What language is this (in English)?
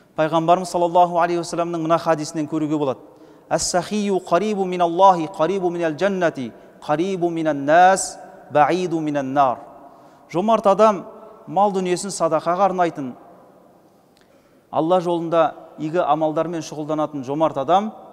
Kazakh